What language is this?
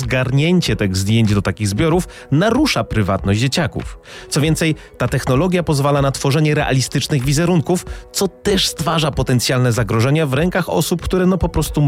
Polish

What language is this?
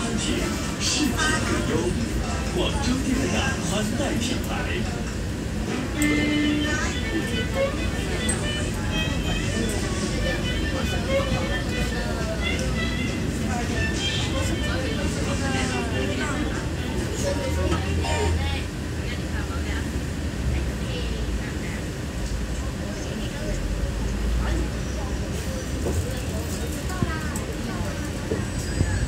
Chinese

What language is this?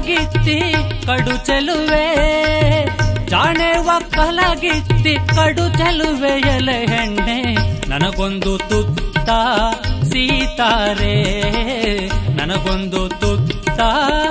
Kannada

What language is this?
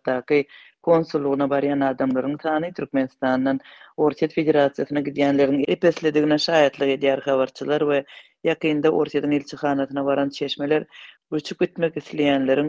Turkmen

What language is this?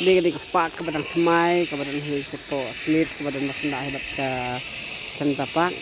Khasi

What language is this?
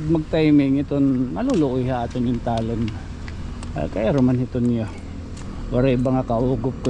Waray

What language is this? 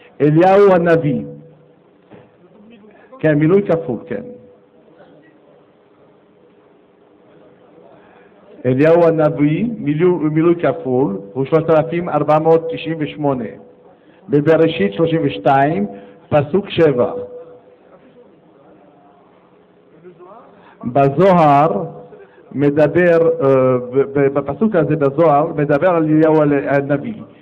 Hebrew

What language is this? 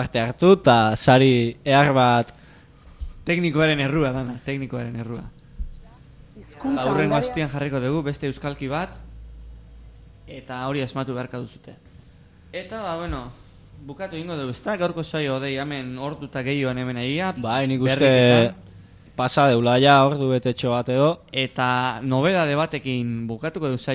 Basque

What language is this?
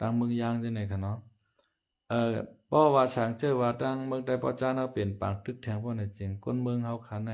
Lao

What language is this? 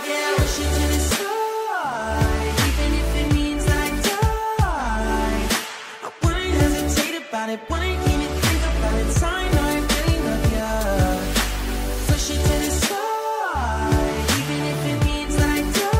English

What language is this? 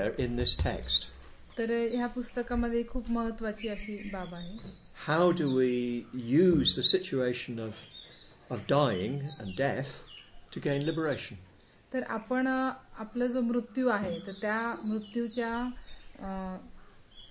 Marathi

